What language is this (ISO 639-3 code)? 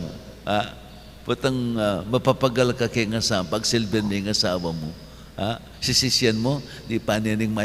pam